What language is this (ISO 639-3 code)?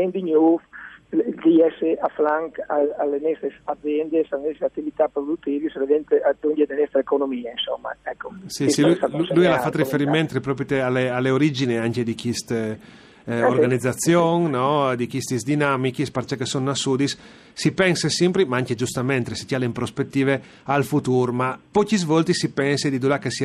fur